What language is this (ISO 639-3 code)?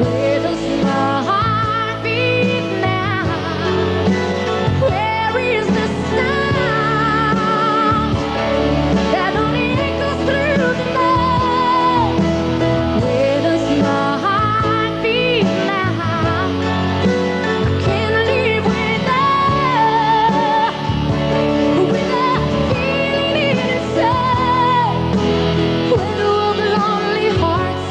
eng